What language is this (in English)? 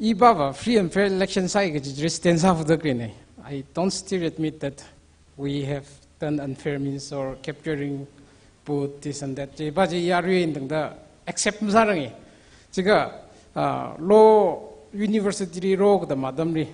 Tangkhul Naga (India)